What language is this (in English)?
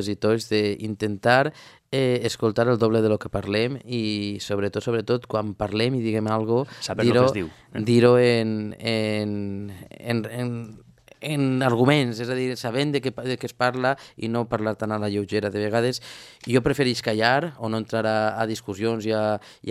Catalan